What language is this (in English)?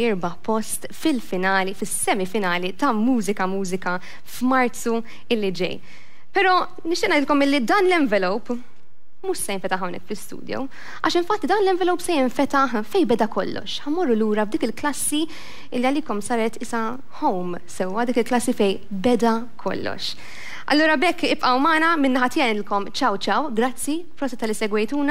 Maltese